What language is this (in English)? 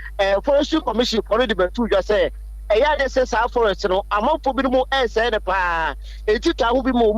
Akan